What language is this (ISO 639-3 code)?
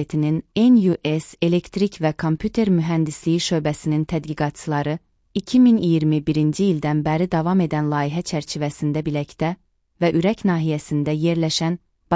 aze